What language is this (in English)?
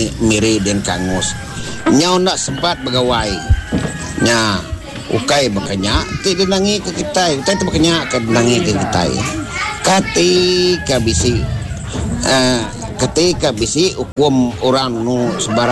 Iban